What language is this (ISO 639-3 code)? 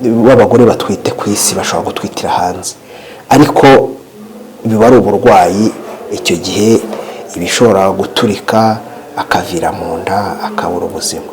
kin